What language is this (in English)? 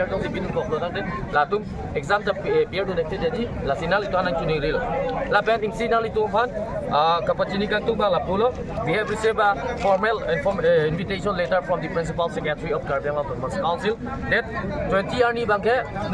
Karbi